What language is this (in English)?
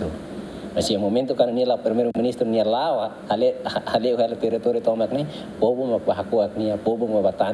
Tetum